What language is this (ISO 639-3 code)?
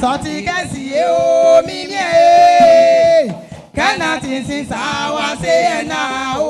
bci